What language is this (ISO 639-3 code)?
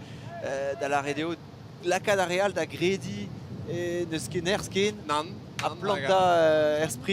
bre